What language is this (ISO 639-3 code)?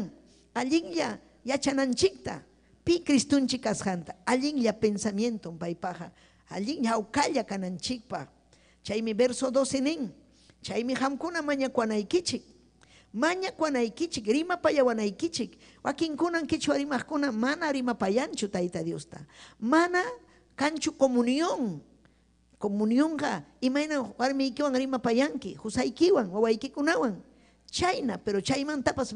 quy